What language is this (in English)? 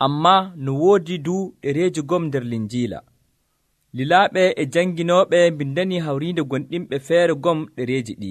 Nigerian Fulfulde